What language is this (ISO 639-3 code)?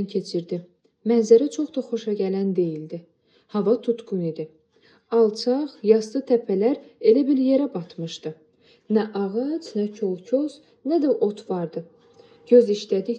aze